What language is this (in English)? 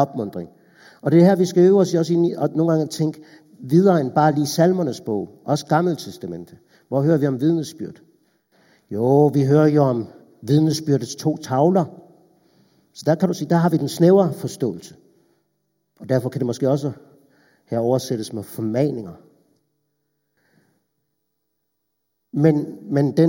Danish